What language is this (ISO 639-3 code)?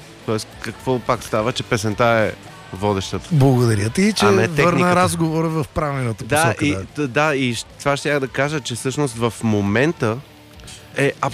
bul